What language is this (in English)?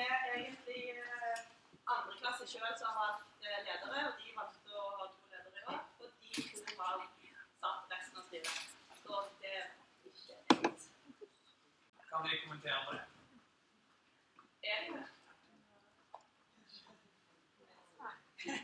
Norwegian